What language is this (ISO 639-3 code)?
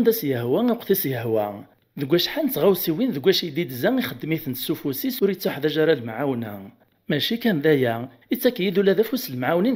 kab